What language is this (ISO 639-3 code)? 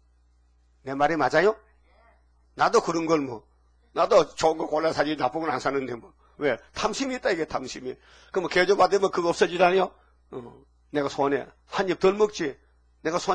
kor